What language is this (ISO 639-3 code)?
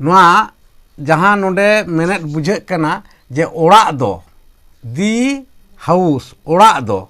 sat